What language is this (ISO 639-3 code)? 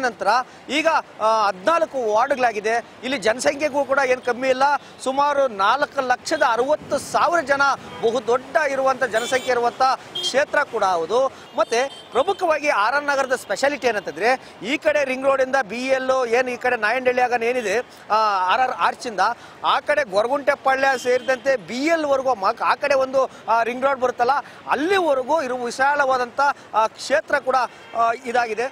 kan